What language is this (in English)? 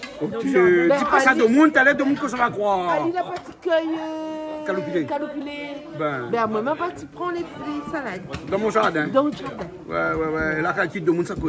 Réunion Creole French